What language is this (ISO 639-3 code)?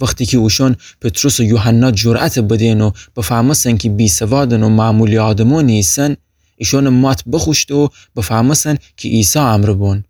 glk